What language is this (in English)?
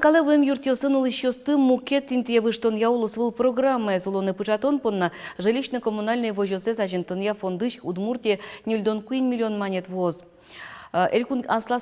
Udmurt